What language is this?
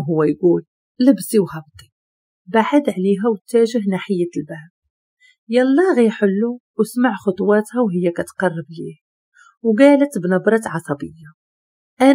Moroccan Arabic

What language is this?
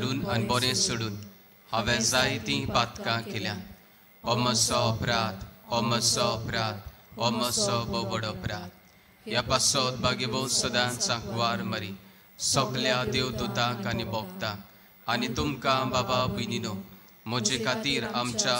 Konkani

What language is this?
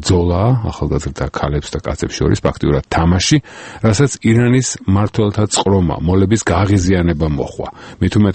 Georgian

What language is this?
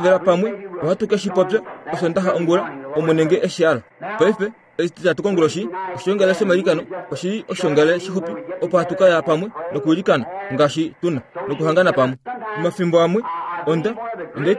Kuanyama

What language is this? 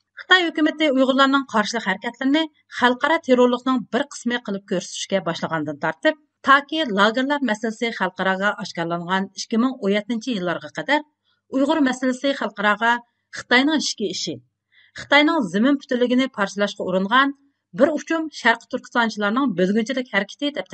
Uyghur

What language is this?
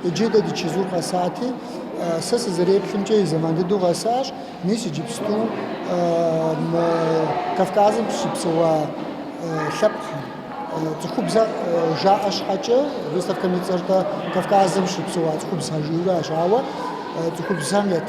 Kabardian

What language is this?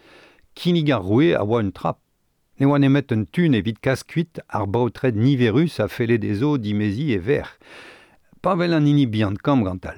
Breton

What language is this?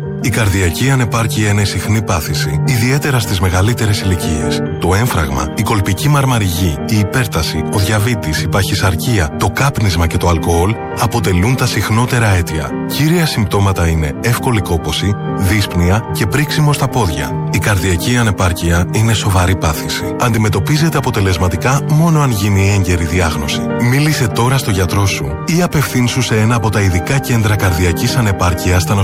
Greek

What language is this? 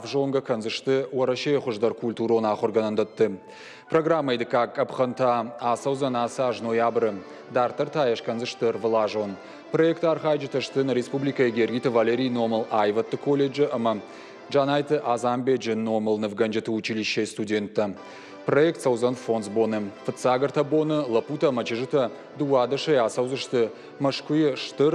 Ossetic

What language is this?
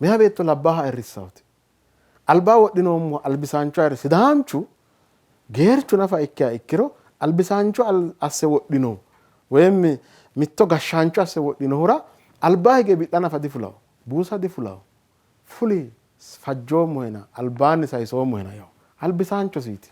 Sidamo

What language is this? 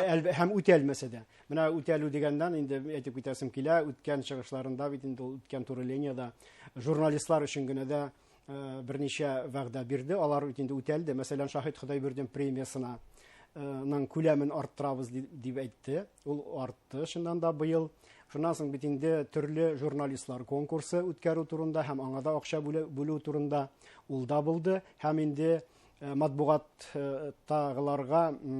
Bashkir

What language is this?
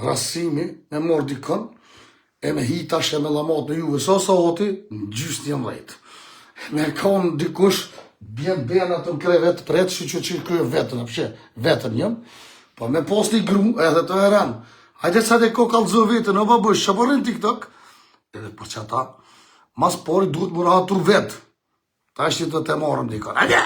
Albanian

